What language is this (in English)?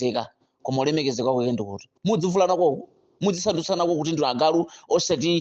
Nyanja